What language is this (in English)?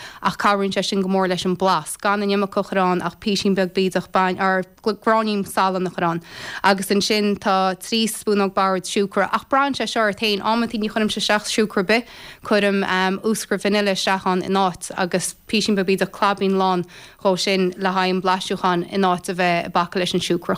Irish